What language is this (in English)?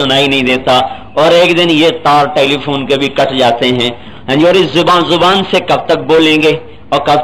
Urdu